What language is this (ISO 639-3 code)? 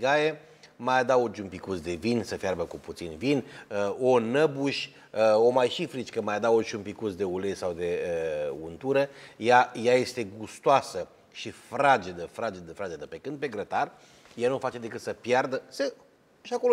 ron